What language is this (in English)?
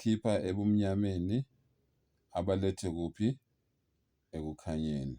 Zulu